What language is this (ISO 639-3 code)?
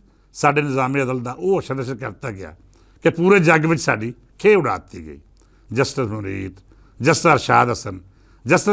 lah